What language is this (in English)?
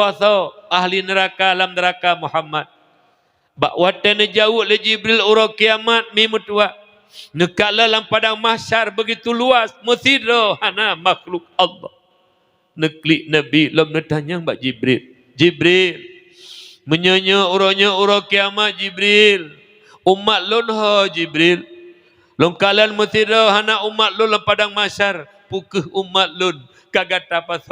Achinese